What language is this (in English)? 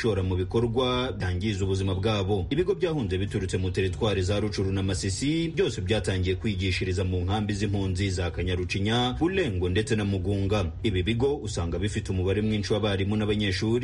Kinyarwanda